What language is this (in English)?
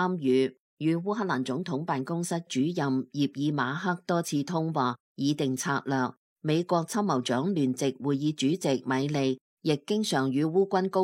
Cantonese